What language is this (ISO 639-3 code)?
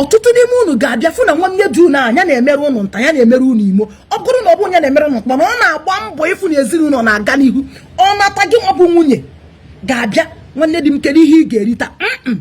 ibo